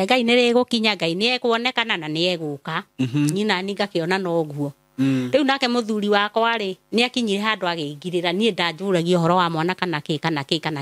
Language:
Kikuyu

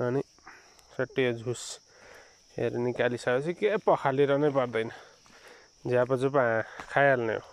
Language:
Nepali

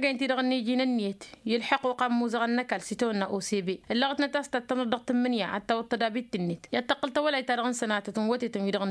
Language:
Tamasheq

